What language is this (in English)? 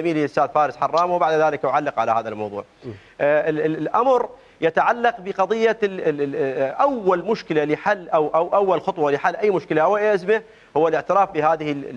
Mesopotamian Arabic